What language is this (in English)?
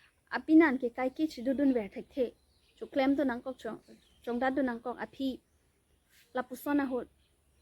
Karbi